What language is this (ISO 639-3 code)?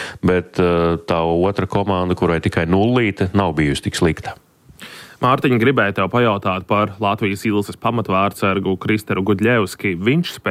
lav